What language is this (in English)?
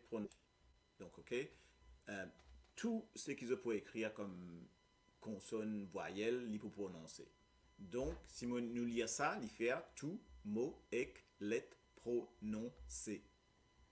Morisyen